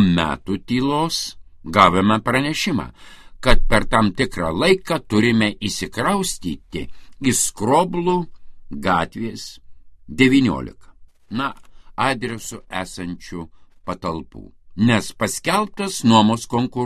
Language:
Lithuanian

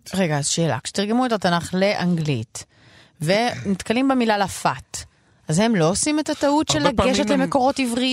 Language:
Hebrew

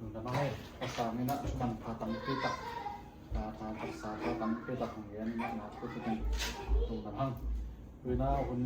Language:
Tedim Chin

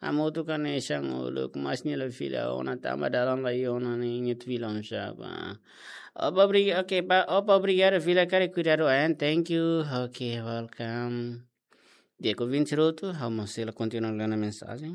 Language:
Tetum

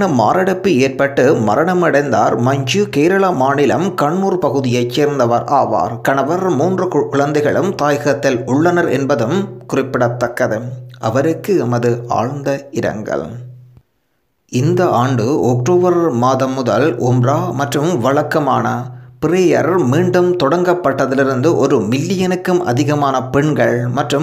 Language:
Tamil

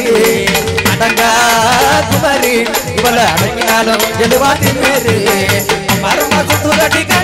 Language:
Tamil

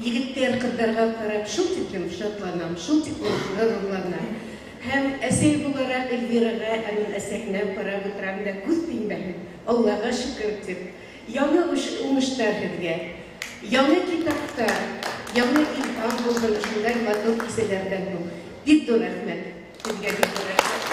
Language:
Bashkir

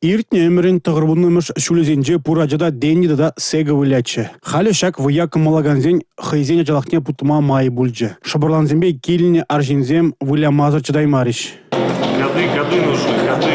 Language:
Chuvash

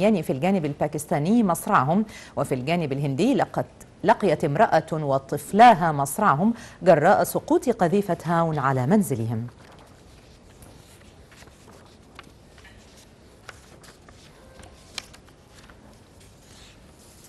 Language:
Arabic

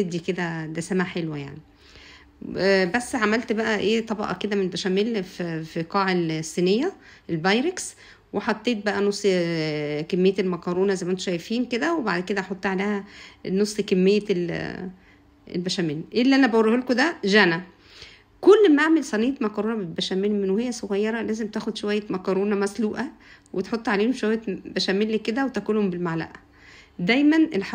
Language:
Egyptian Arabic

